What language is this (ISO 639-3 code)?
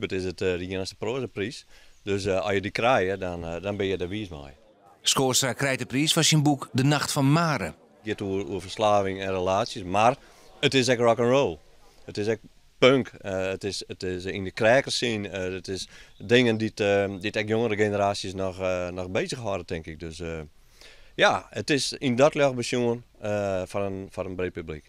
fry